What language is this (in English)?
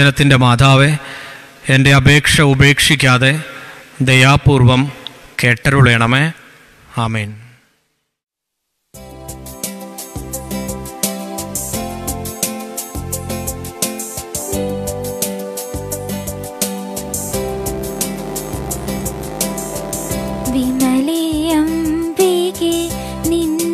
Malayalam